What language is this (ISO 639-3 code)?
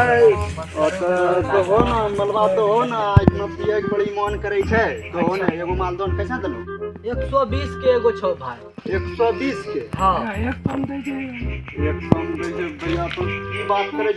mai